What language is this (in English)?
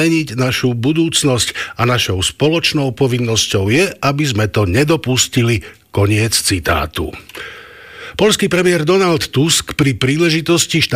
Slovak